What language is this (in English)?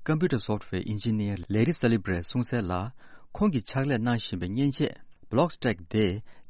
Tibetan